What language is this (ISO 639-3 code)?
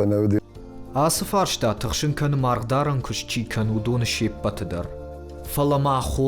oss